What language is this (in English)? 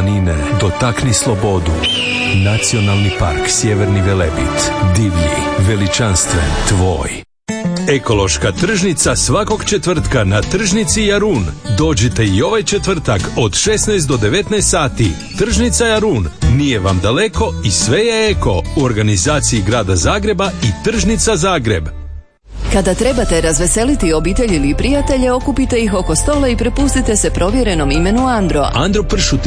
Croatian